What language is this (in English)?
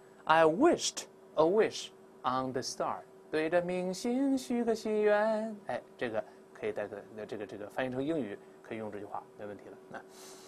Chinese